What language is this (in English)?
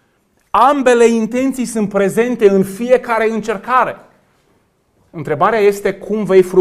Romanian